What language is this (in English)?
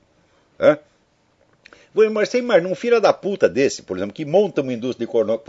Portuguese